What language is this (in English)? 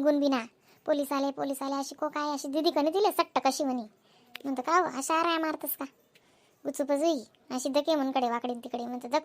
Khandesi